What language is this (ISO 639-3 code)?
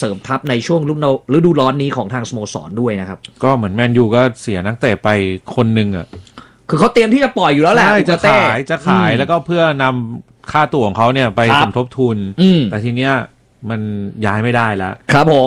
tha